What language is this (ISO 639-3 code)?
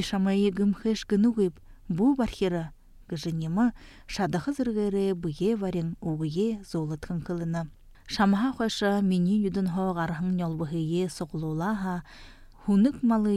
bua